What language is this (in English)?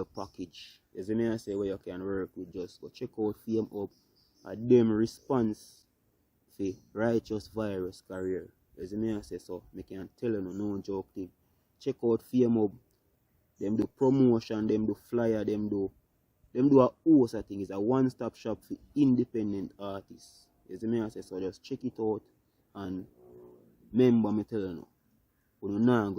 Jamaican Creole English